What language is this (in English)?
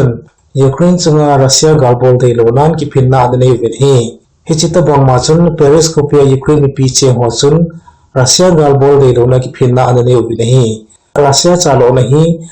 Thado Chin